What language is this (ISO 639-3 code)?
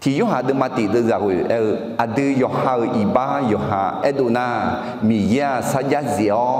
ahk